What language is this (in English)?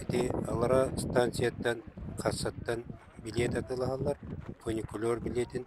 Yakut